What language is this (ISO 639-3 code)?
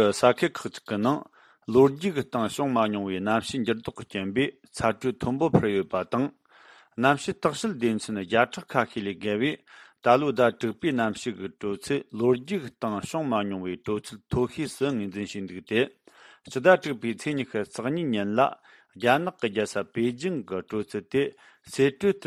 bod